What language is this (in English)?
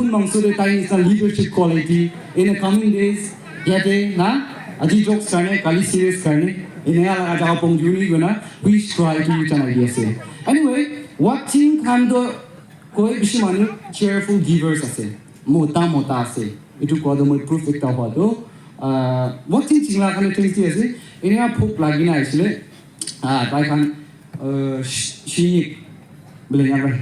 Naga Pidgin